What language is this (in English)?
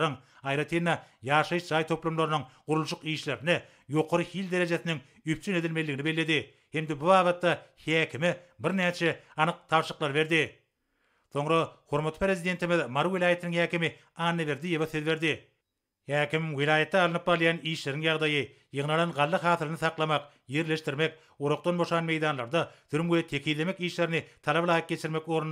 Turkmen